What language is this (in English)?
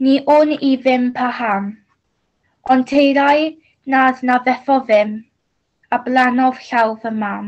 Welsh